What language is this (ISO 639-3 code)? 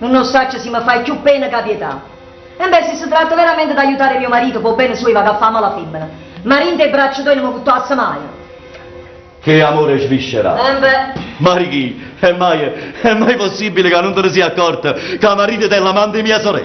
nap